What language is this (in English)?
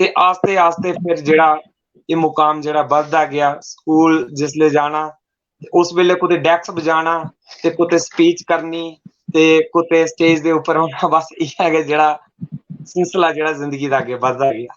Dogri